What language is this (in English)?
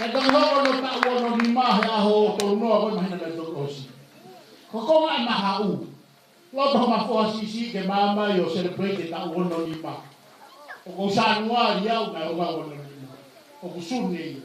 Tongan